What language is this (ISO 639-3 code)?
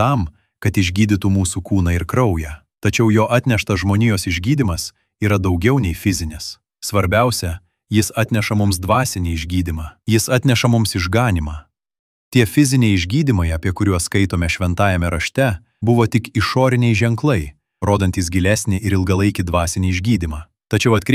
lit